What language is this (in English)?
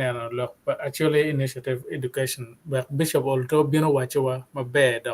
Acoli